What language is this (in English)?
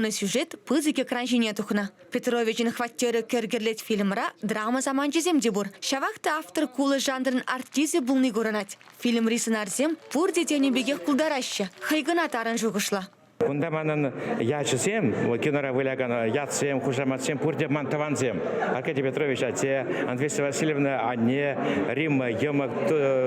Chuvash